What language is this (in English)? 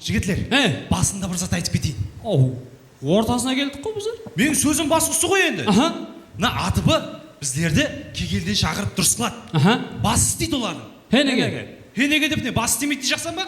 Kara-Kalpak